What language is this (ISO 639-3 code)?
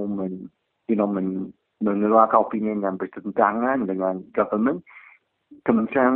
msa